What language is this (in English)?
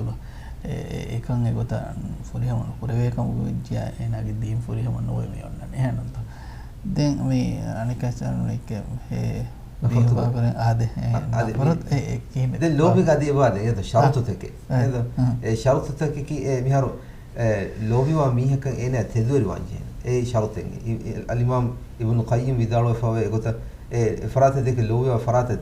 Divehi